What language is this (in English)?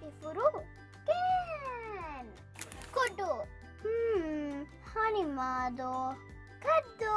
Divehi